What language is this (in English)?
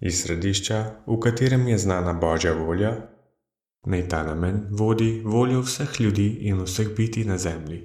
Slovenian